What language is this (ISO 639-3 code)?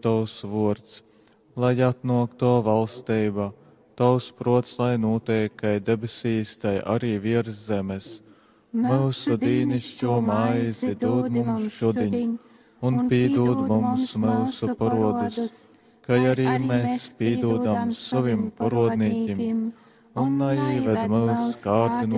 ltg